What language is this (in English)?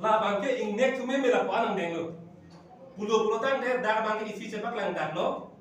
Karbi